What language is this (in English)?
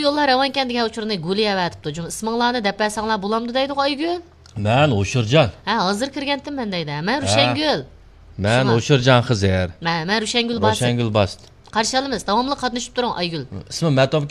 Uyghur